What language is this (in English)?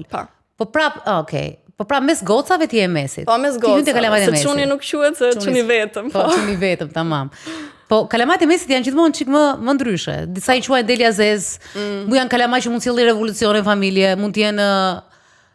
Albanian